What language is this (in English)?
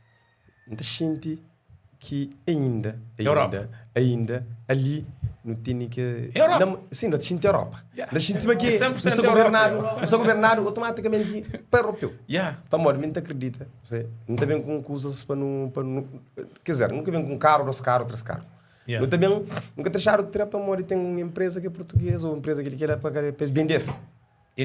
Kabuverdianu